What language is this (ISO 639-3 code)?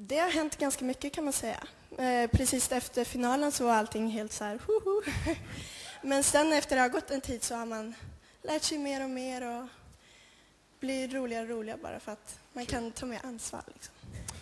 swe